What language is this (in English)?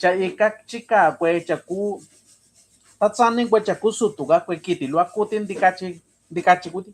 Mixtepec Mixtec